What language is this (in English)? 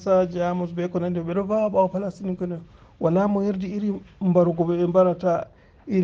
Fula